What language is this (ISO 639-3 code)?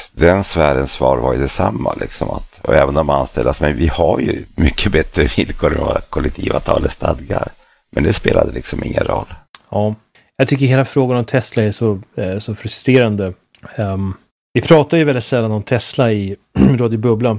swe